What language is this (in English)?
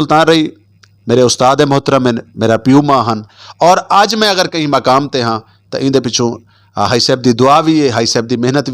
Western Panjabi